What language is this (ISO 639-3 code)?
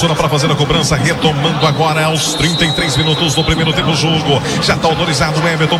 por